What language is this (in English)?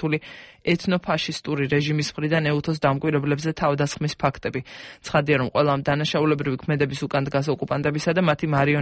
Georgian